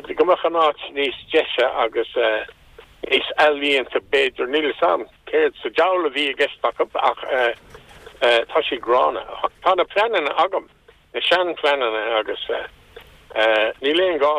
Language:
Irish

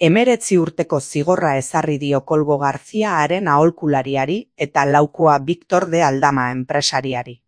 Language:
Basque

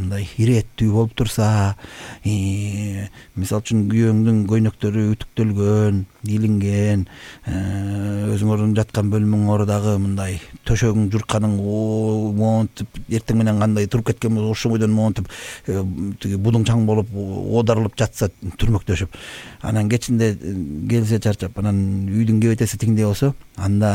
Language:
Kyrgyz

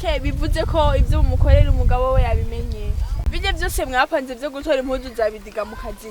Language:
Rundi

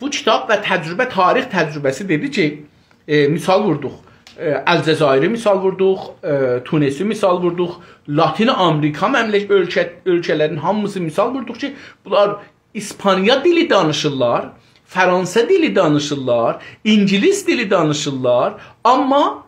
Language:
South Azerbaijani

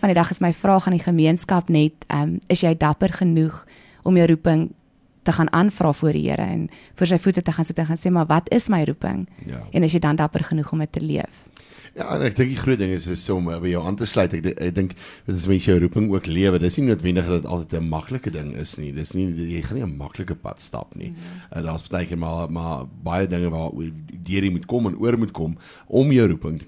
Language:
Afrikaans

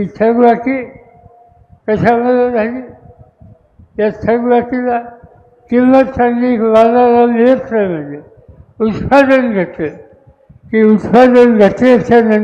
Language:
Marathi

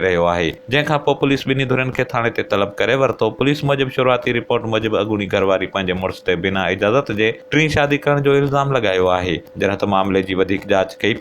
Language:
Sindhi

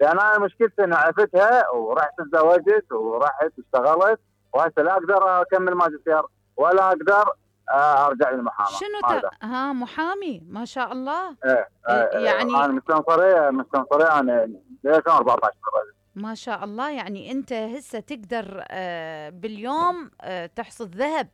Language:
Mesopotamian Arabic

